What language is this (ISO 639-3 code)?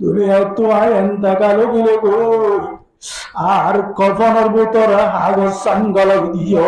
rhg